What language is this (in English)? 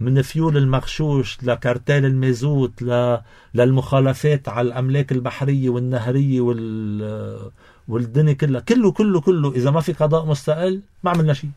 North Levantine Arabic